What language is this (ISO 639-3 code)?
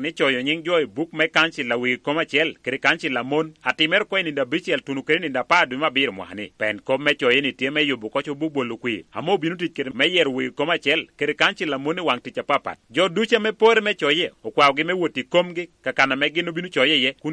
laj